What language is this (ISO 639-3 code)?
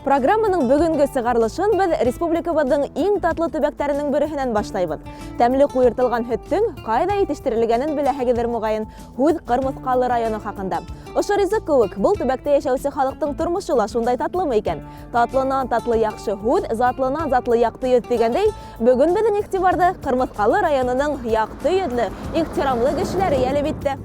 bak